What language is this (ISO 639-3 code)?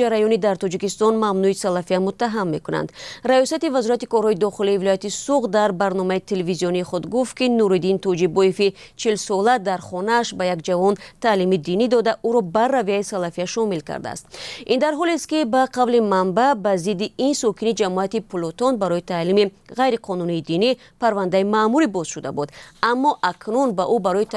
tgk